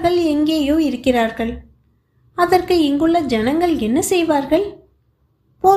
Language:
Tamil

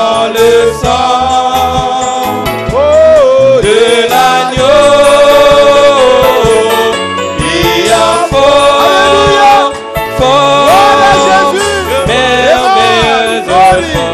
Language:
French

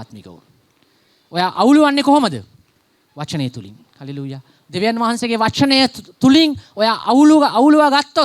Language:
Sinhala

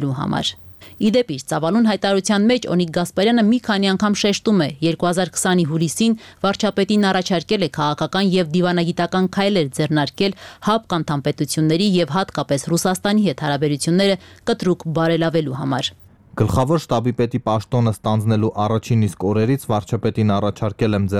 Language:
Armenian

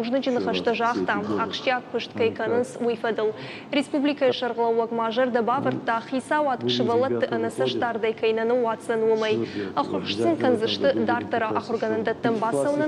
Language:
Ossetic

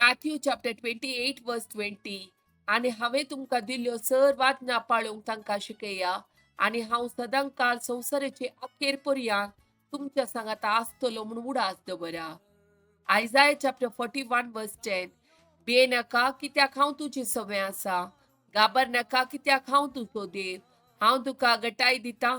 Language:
Konkani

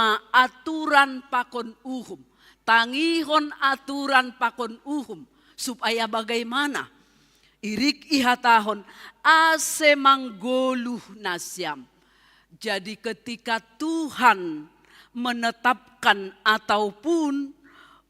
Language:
Batak Simalungun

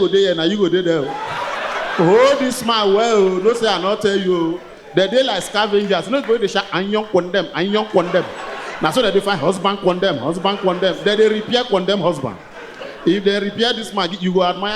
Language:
Nigerian Pidgin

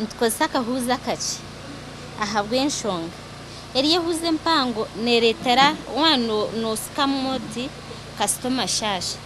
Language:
Nyankole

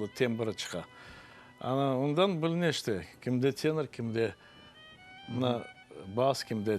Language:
Crimean Tatar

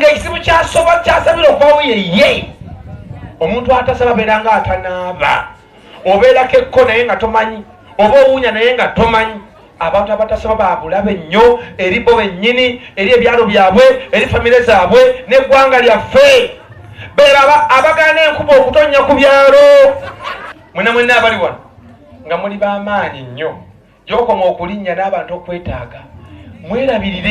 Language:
Ganda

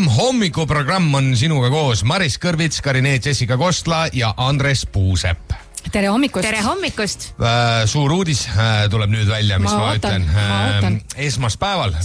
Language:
Estonian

